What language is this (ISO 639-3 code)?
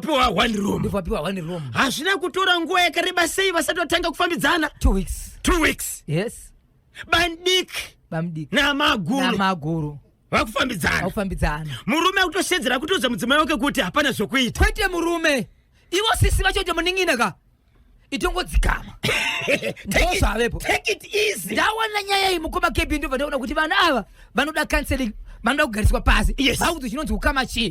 sna